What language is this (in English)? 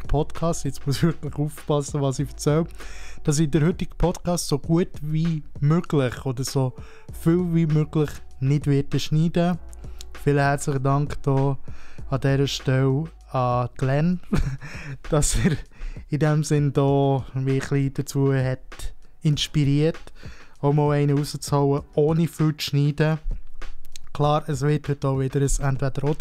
Swiss German